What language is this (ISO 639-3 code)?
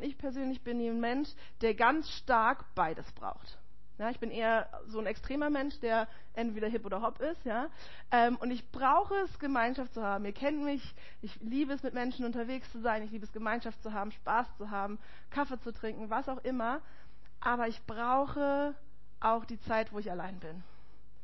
deu